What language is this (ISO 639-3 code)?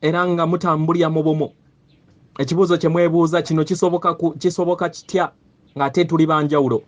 lug